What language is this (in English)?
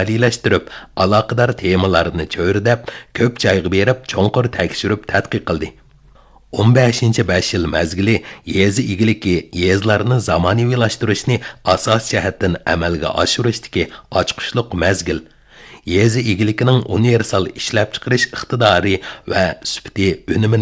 Uyghur